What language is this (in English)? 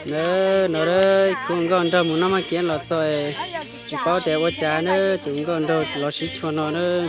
Hmong